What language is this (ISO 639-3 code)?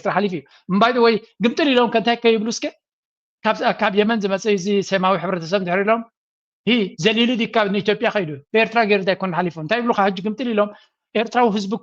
tir